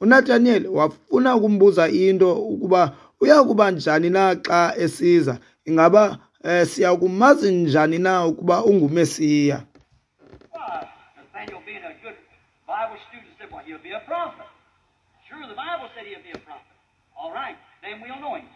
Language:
Xhosa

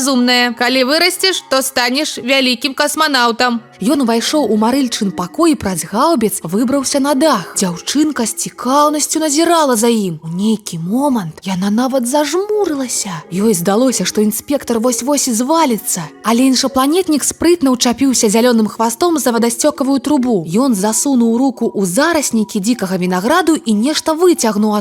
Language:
Belarusian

